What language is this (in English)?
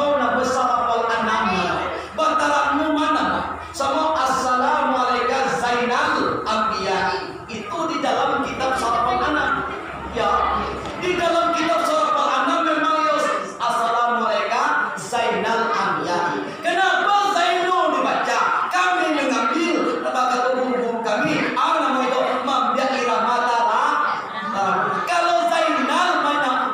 Minangkabau